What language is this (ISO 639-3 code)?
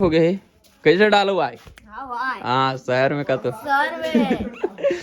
hne